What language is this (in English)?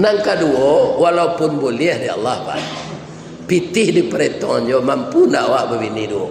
Minangkabau